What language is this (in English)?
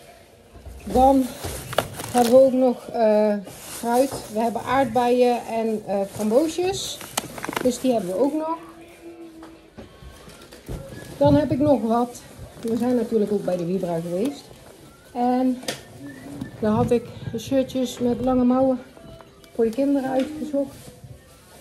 Dutch